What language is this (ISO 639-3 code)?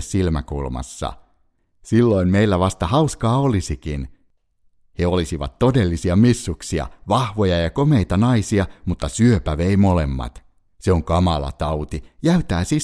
fin